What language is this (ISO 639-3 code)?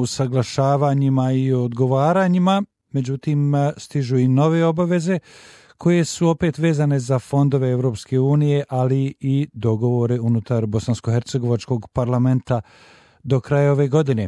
bos